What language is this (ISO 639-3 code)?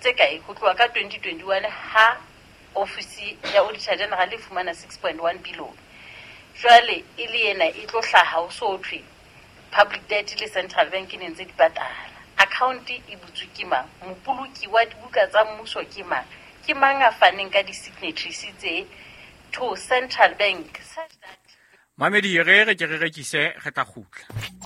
sot